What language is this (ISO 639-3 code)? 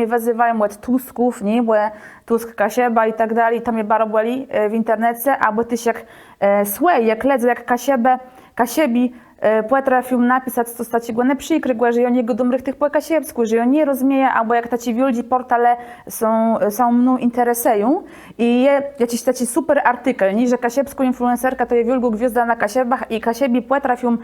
csb